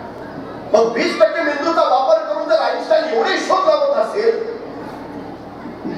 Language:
Marathi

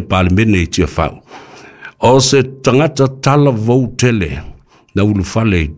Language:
Samoan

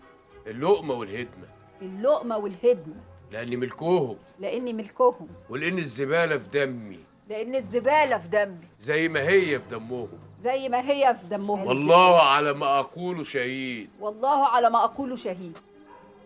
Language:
Egyptian Arabic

